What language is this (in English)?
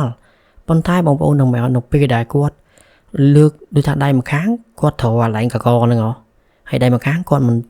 Khmer